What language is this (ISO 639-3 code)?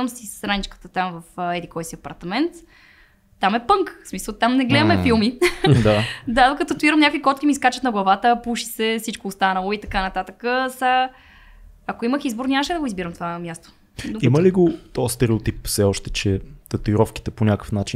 bul